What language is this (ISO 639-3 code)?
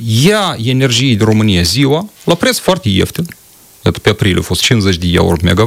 ron